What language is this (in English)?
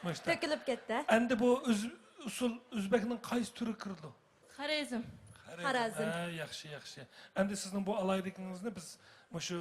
Uyghur